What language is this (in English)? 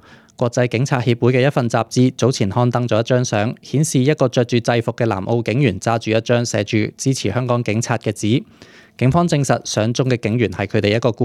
Cantonese